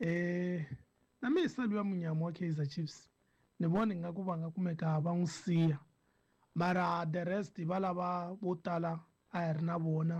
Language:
Tsonga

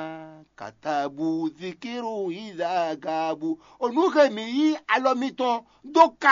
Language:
Fon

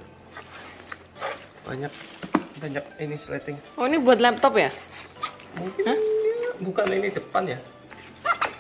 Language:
Indonesian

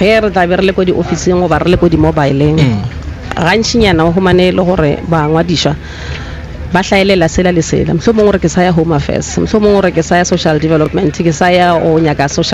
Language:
Northern Sotho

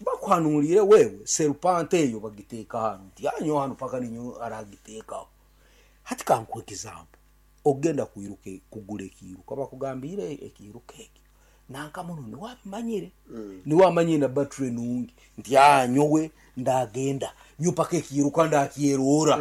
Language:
Nyankole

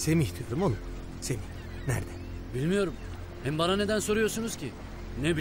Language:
Turkish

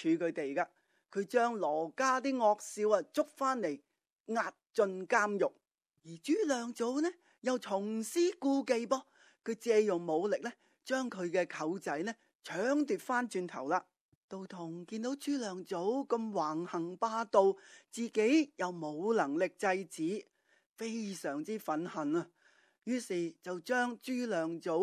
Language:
Cantonese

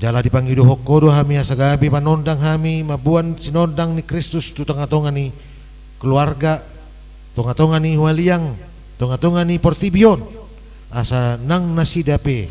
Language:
Batak Toba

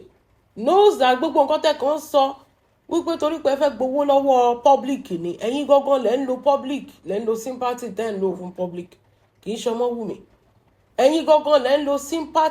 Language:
Yoruba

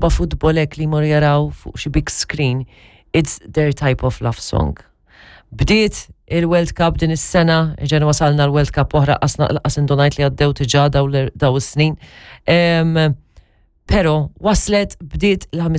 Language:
Maltese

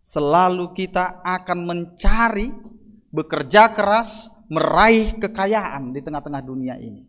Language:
Batak Toba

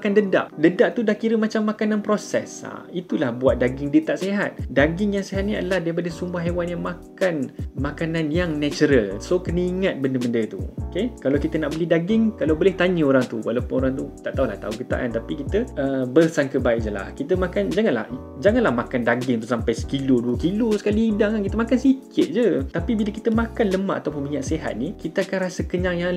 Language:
Malay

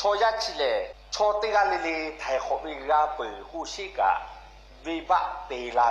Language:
Lahu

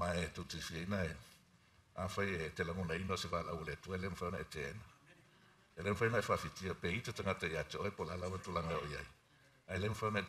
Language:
Samoan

